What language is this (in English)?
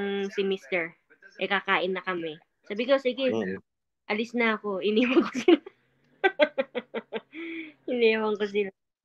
Filipino